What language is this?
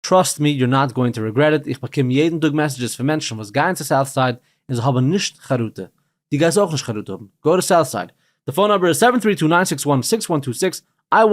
Yiddish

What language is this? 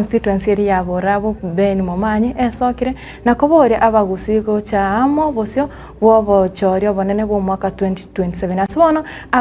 Gusii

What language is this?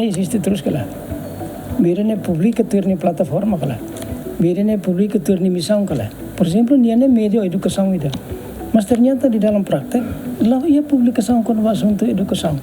Tetum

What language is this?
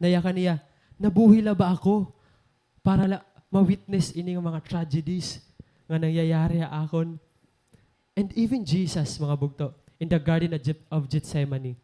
Waray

